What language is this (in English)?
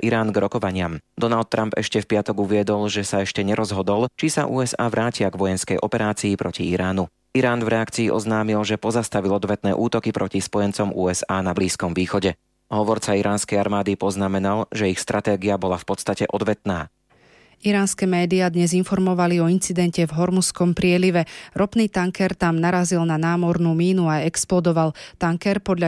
Slovak